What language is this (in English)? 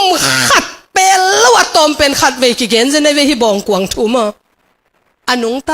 Tedim Chin